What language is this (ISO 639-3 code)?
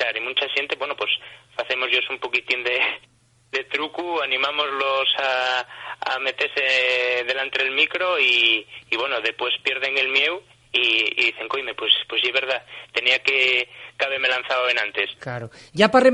ast